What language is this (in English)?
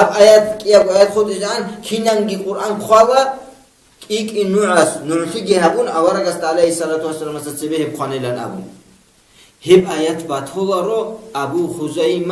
Avaric